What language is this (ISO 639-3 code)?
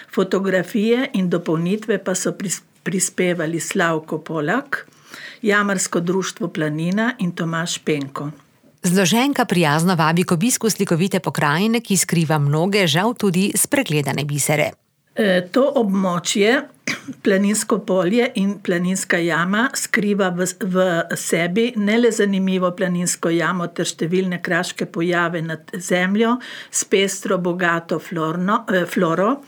slv